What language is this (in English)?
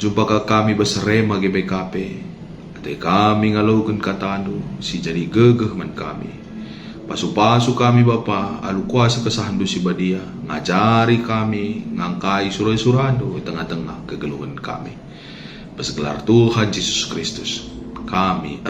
Batak Karo